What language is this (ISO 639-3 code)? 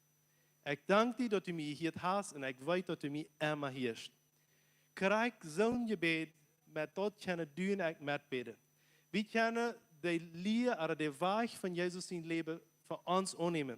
pdt